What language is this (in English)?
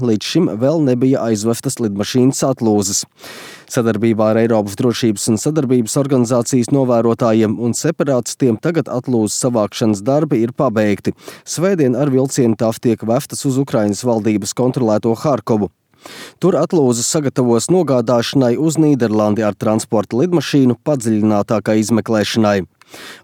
Latvian